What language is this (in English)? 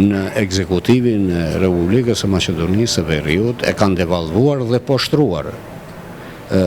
Albanian